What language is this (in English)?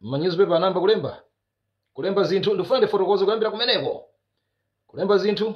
Nyanja